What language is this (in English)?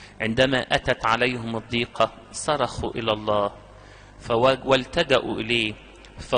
Egyptian Arabic